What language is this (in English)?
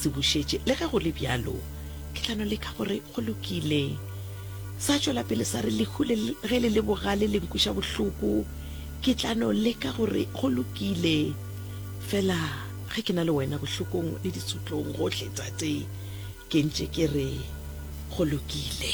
Northern Sotho